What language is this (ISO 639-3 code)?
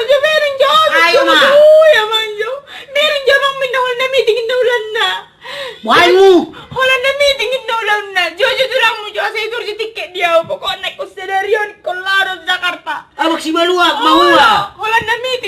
bbc